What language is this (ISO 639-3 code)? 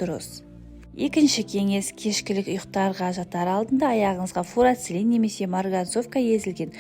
kaz